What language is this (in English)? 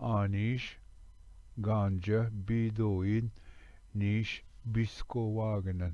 Ojibwa